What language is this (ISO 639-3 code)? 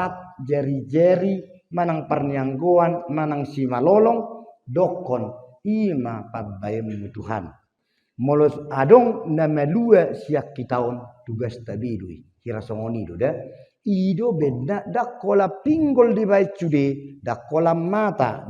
bbc